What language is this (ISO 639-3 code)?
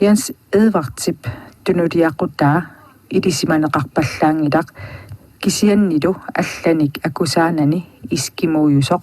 kal